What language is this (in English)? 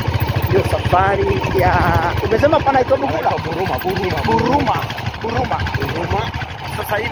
Swahili